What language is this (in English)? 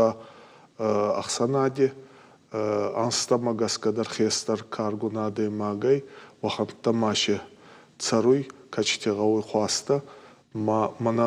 Ossetic